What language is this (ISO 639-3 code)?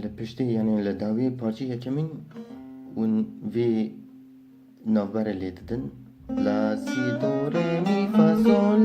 kur